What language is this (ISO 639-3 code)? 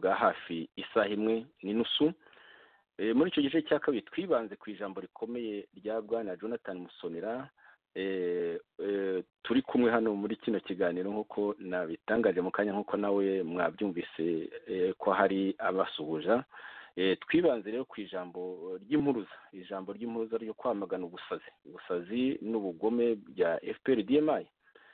kin